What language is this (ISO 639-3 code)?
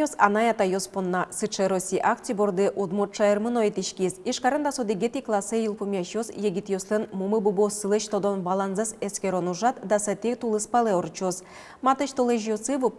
udm